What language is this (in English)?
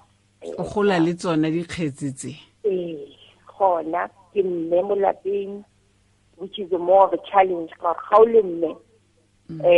Tswana